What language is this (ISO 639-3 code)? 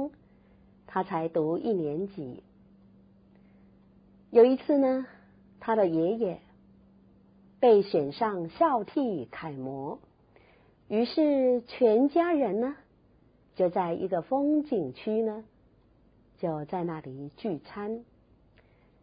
zho